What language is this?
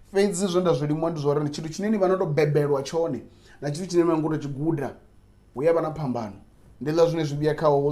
Venda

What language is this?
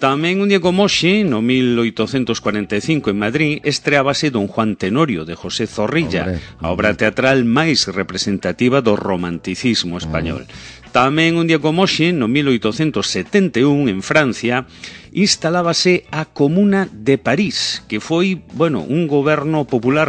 Galician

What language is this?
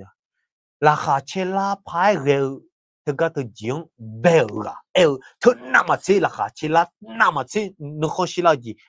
Akha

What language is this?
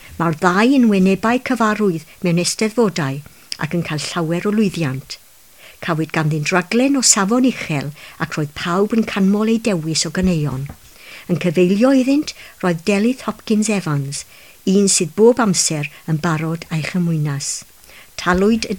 Welsh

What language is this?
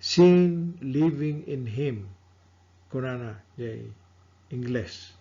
Iloko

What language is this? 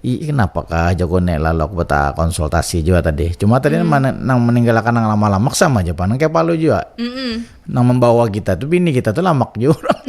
Banjar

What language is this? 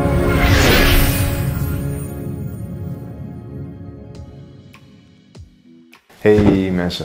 Dutch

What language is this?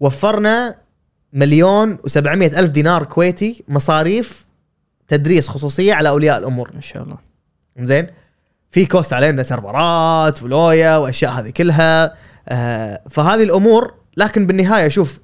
Gulf Arabic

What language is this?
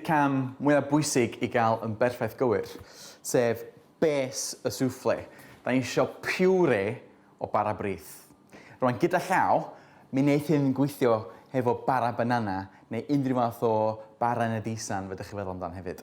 Welsh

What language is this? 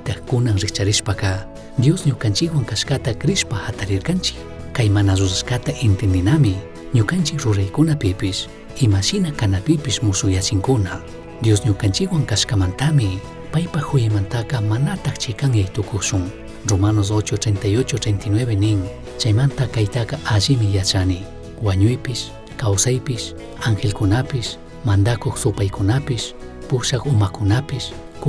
Chimborazo Highland Quichua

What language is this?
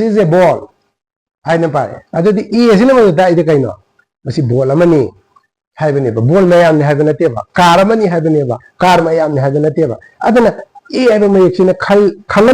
Manipuri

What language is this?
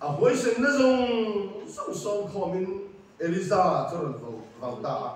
Mizo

